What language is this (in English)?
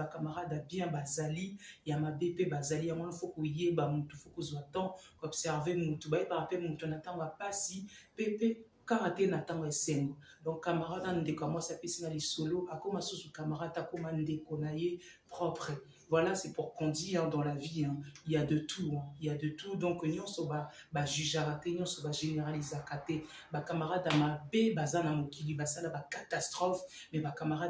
Lingala